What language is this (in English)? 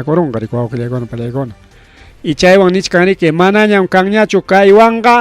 Ayacucho Quechua